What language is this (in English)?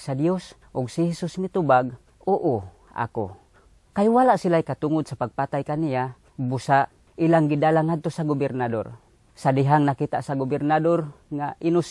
Cebuano